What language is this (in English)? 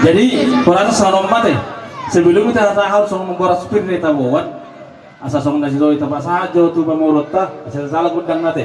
Batak Toba